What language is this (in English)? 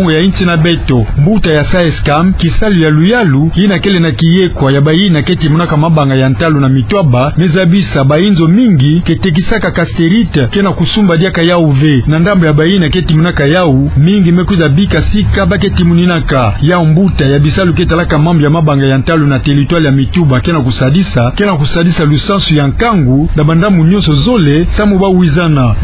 Kituba (Democratic Republic of Congo)